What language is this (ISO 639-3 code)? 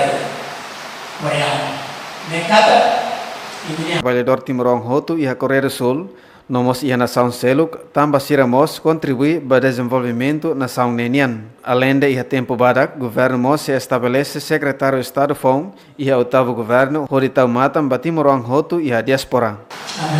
tet